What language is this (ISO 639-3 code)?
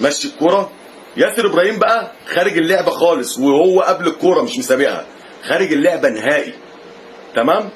arz